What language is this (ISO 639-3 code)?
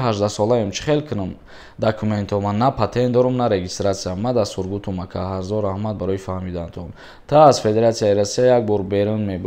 tgk